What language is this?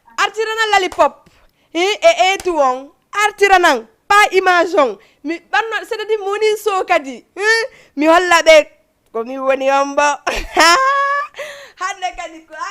Fula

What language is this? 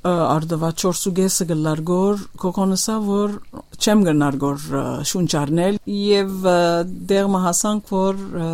Armenian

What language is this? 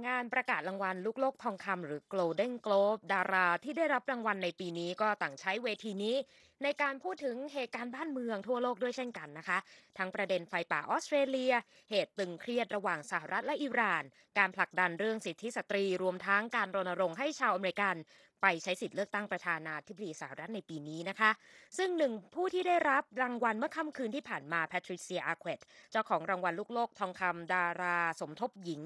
Thai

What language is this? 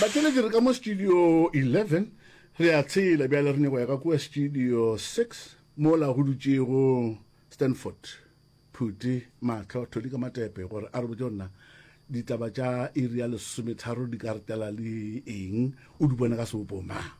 Northern Sotho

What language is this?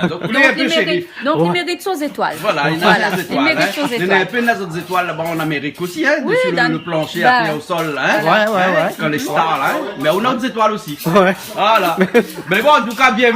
Réunion Creole French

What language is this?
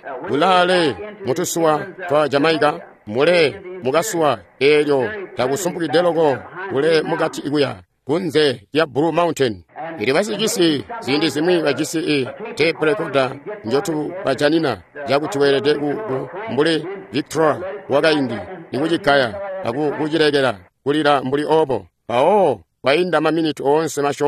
Tonga (Zambia)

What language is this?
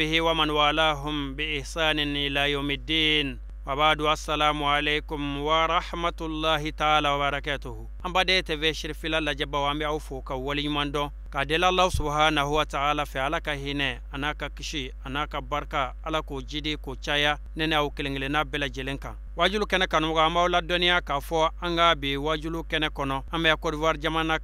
Bambara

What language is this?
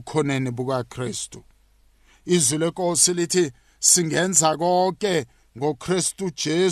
South Ndebele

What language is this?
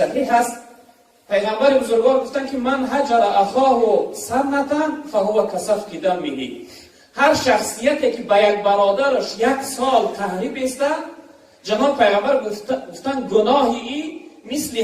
Tajik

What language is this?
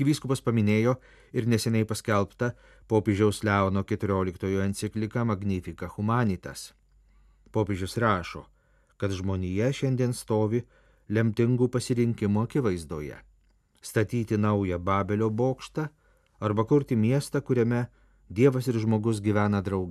Lithuanian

